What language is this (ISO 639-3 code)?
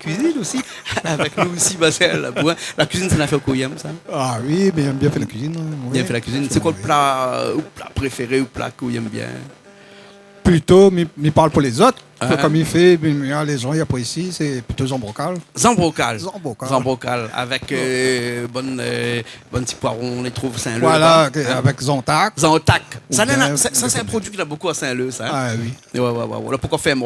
rcf